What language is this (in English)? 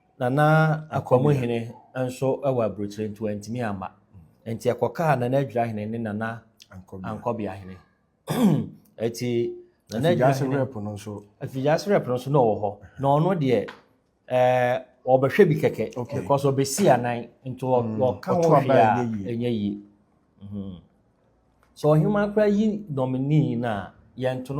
Akan